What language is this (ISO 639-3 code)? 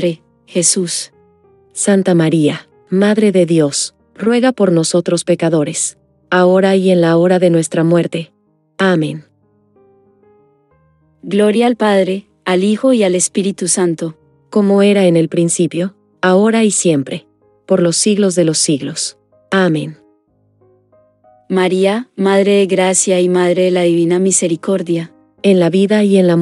spa